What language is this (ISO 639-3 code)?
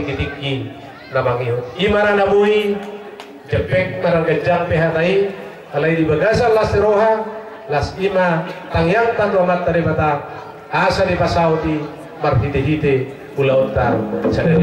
bbc